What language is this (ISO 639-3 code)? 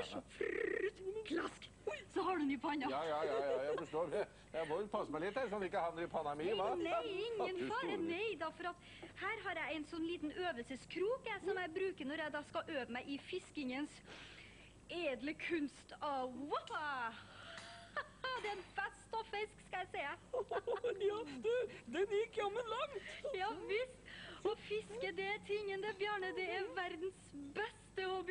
nor